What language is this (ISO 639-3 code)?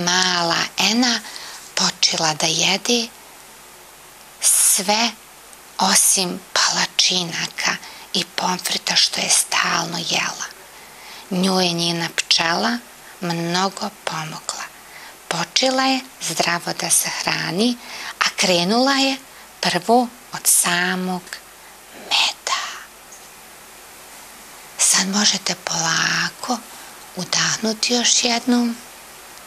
bos